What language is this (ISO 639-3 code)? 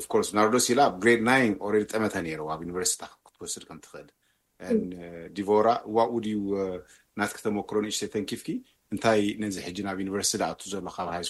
tir